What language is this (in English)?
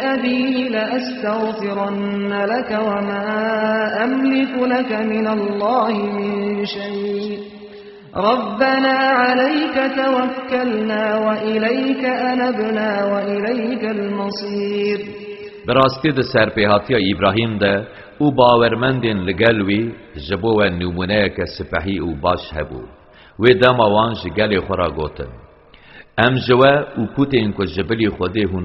Kurdish